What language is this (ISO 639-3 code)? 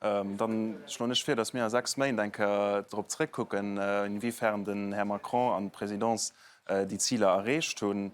ltz